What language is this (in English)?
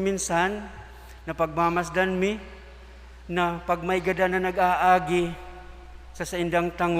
Bikol